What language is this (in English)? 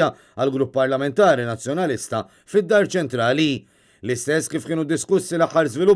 Maltese